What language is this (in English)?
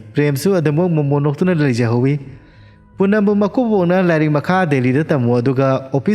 Manipuri